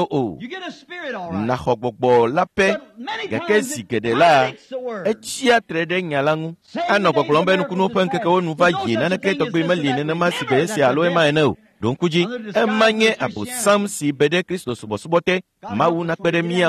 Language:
Ewe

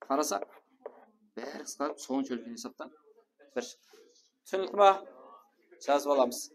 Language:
Kara-Kalpak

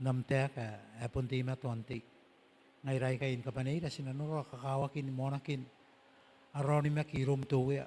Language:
Gilbertese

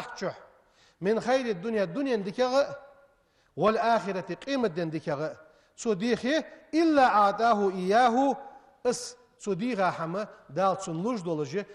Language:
Ingush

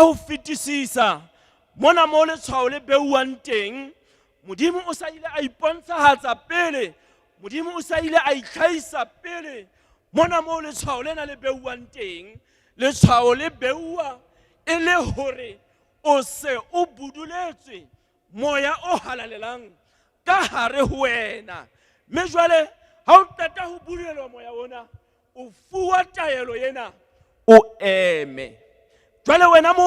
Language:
Southern Sotho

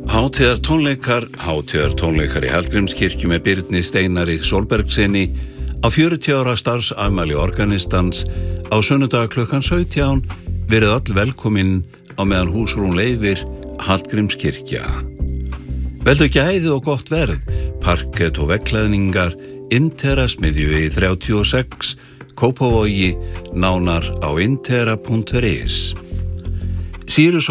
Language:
Icelandic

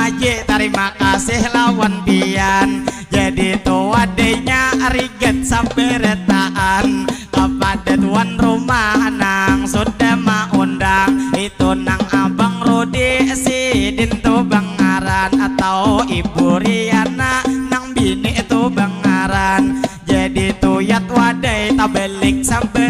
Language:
Banjar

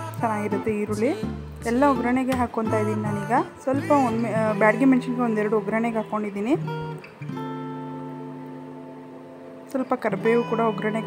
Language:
Kannada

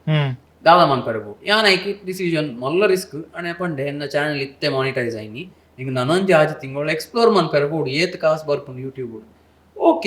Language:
Tulu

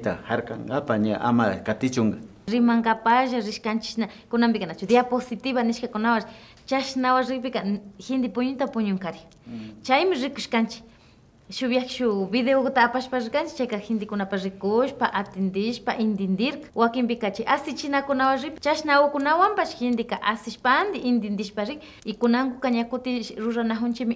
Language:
Imbabura Highland Quichua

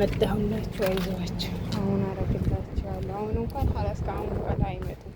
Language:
Amharic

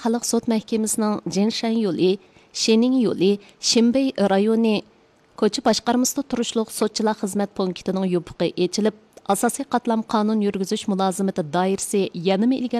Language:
Uyghur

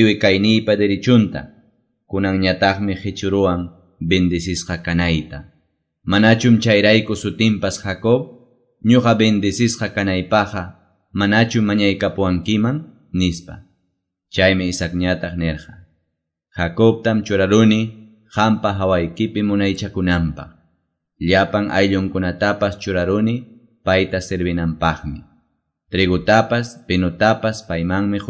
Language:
Quechua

